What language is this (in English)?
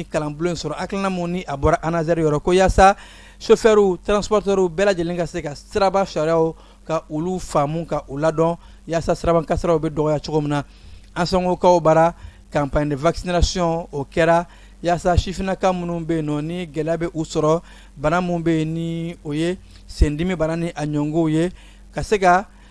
Bambara